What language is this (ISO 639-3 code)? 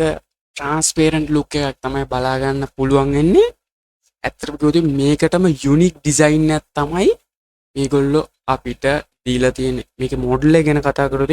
sin